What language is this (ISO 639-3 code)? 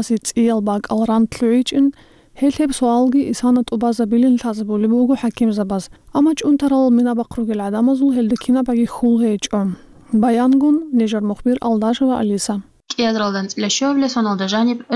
ava